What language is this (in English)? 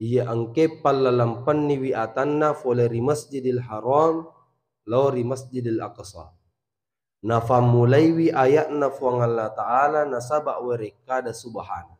Buginese